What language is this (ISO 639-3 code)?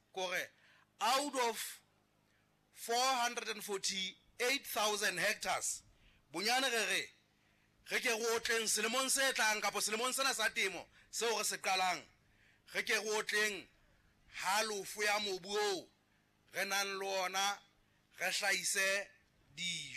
sot